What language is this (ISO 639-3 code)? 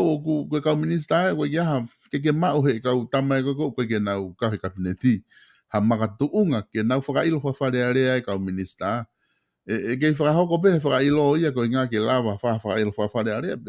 ton